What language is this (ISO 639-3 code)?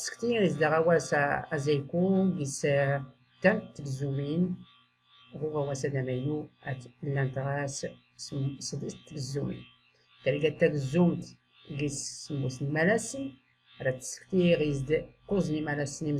shi